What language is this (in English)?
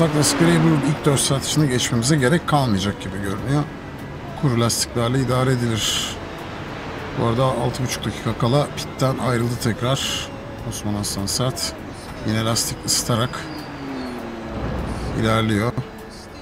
Turkish